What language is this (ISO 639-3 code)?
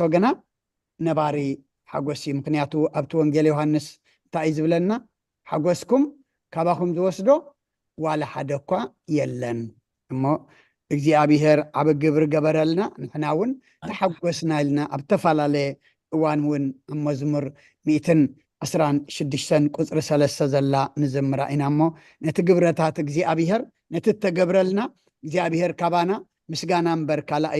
tir